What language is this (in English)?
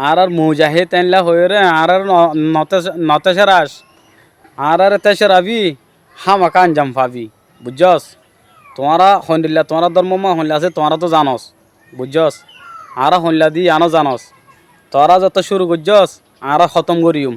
Rohingya